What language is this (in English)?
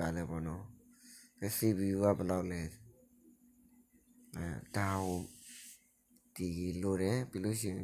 Burmese